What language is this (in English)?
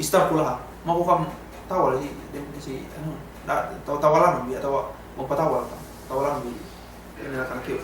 Yakan